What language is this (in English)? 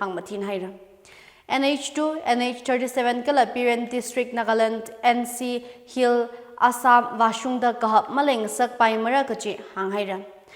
Tangkhul Naga (India)